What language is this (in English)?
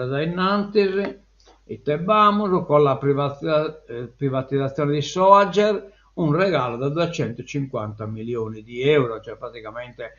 Sardinian